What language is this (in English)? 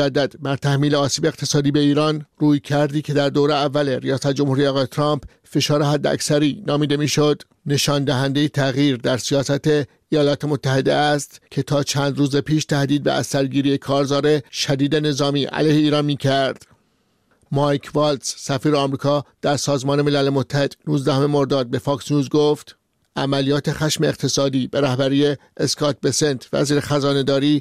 Persian